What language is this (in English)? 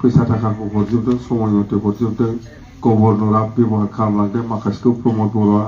Bodo